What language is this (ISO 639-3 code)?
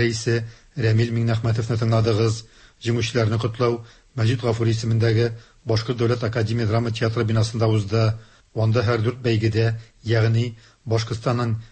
tat